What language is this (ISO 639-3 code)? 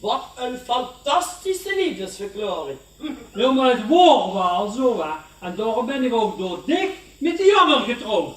lim